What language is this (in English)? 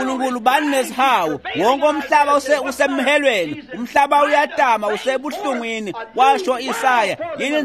Swati